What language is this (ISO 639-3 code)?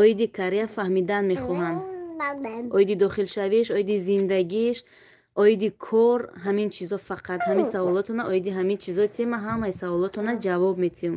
tgk